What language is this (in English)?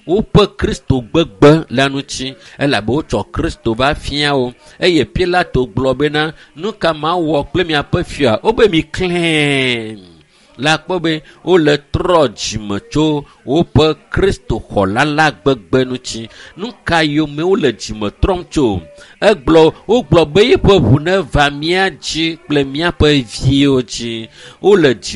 Ewe